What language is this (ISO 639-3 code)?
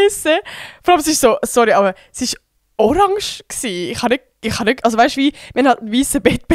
gsw